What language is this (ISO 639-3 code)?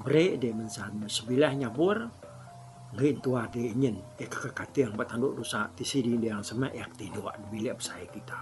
iba